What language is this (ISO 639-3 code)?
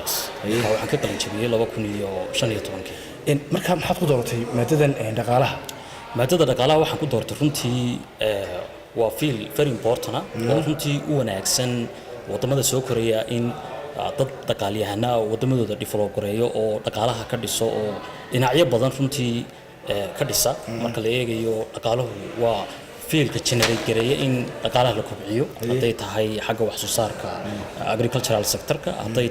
som